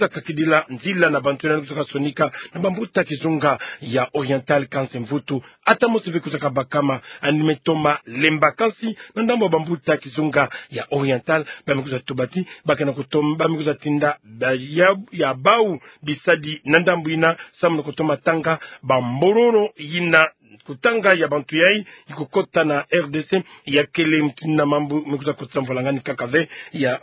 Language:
Kituba (Democratic Republic of Congo)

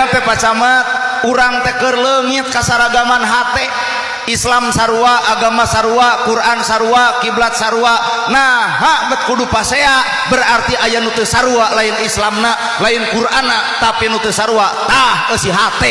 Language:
Sundanese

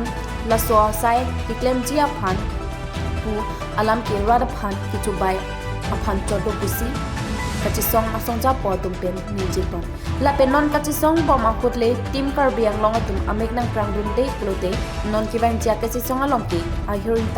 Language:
Karbi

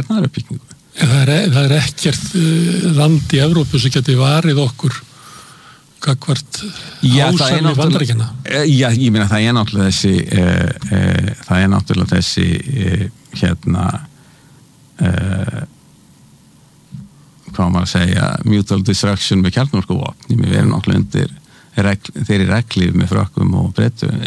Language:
Icelandic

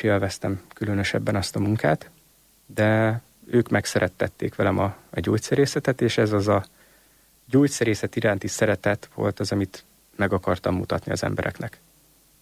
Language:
Hungarian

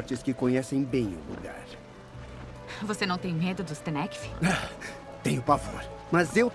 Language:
Portuguese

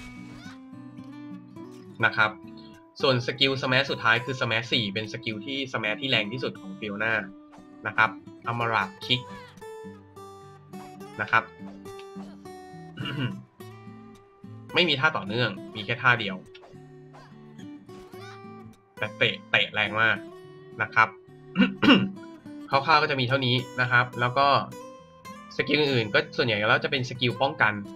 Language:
Thai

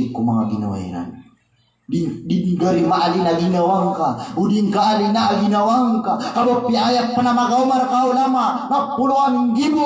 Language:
Maranao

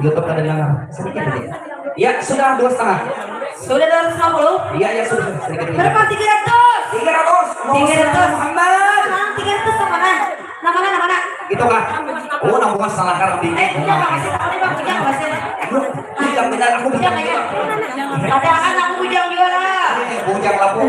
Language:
Banjar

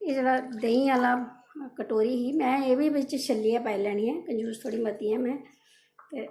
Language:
Dogri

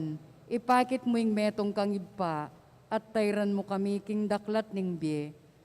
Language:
Pampanga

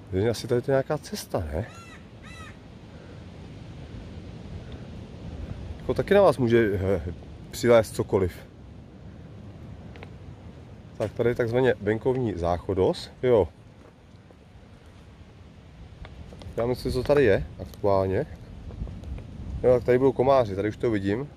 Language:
Czech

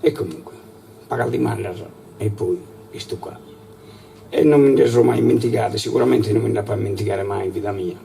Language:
Sardinian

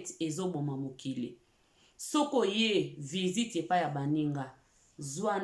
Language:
Lingala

